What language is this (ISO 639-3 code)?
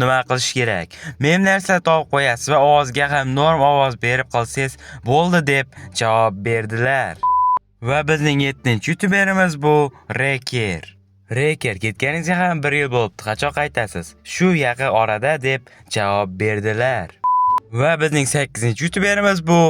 uzb